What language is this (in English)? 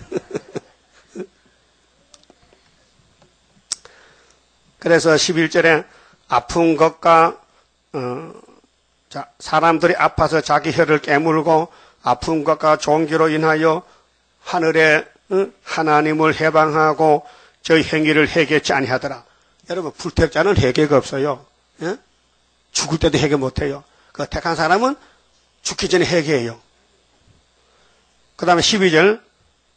Korean